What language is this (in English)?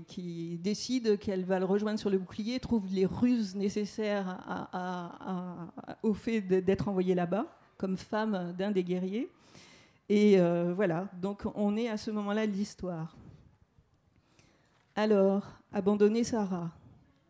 French